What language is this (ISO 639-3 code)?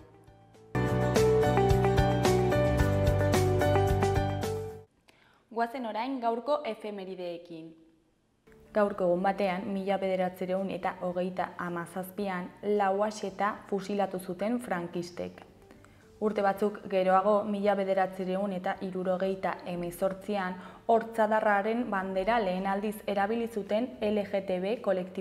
eus